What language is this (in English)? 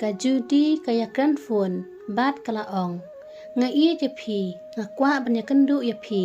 Khasi